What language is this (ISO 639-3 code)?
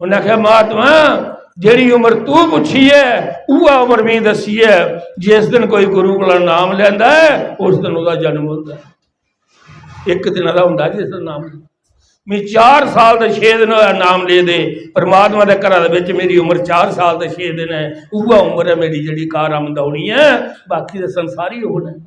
doi